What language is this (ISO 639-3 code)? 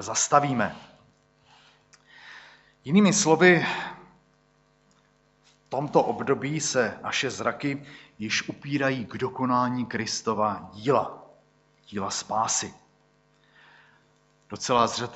ces